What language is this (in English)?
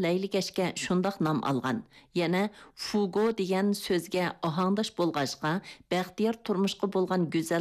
Uyghur